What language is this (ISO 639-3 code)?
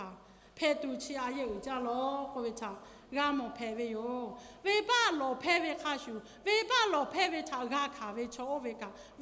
lhu